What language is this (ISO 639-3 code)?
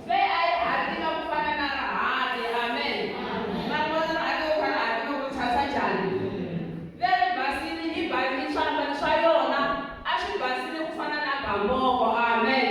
tso